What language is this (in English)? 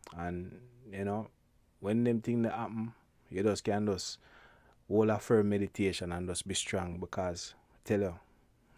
Jamaican Creole English